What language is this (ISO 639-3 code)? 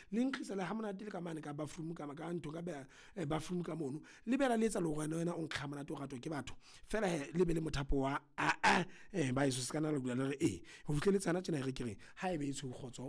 sot